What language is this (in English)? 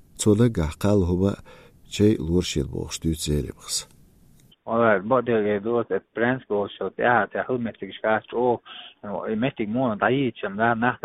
Chechen